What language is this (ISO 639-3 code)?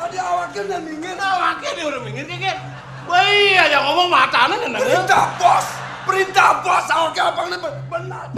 ban